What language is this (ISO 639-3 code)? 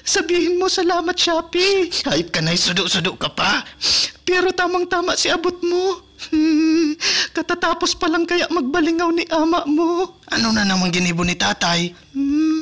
bik